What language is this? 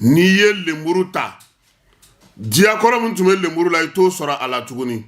Bambara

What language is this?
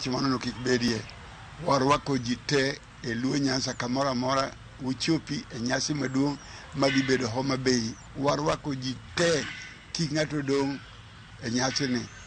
Luo (Kenya and Tanzania)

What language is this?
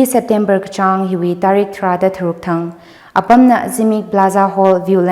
Tangkhul Naga (India)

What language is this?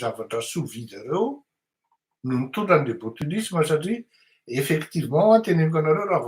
Malagasy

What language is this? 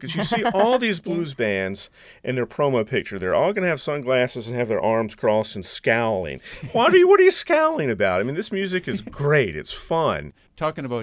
English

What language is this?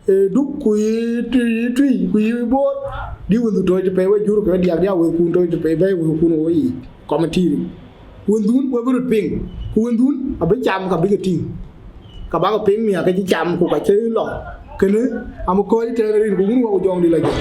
Dinka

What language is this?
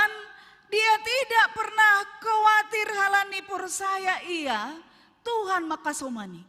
Batak Simalungun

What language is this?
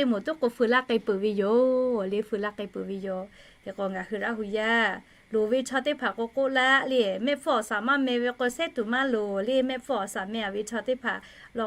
Lahu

